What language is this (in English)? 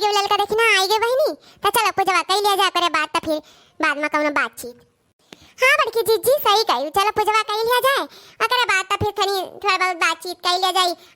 Awadhi